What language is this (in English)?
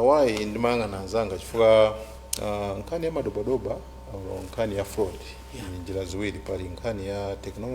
Nyanja